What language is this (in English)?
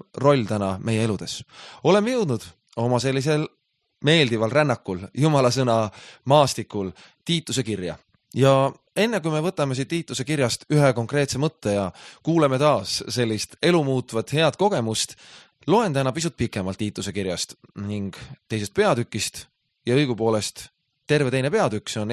Estonian